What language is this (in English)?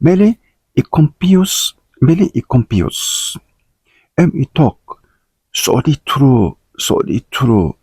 Tok Pisin